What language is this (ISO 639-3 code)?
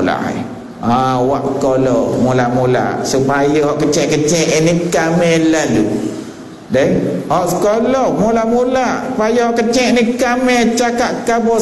msa